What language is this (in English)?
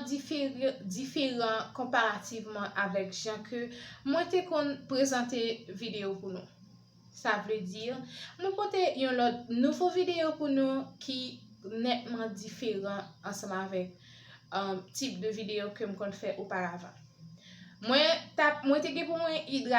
Haitian Creole